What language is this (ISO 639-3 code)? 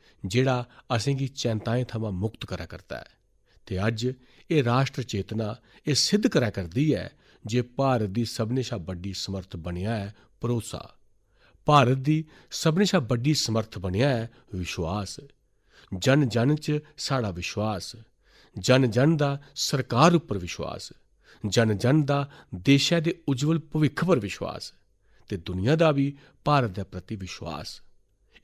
doi